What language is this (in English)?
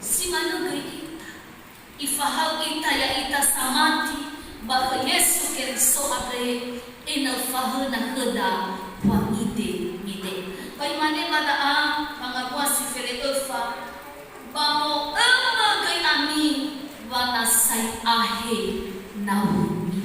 Nias